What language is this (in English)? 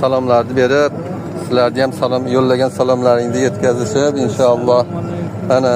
Uzbek